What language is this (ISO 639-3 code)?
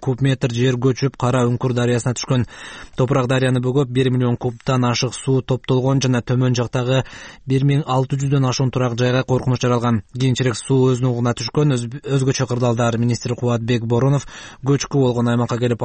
kir